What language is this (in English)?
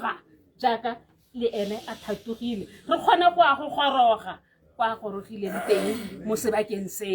Tswana